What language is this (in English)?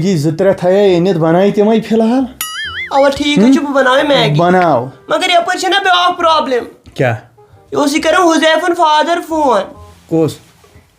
Kashmiri